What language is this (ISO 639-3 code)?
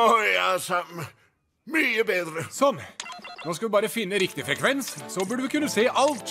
nor